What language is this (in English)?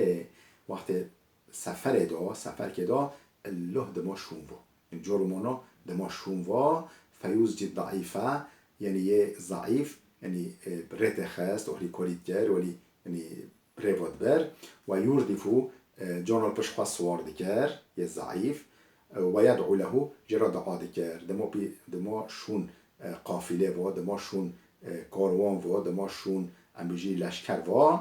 Kurdish